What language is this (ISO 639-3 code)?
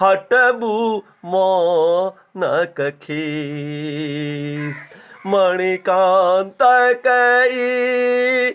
mai